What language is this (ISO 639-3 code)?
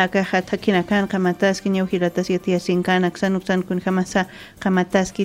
aym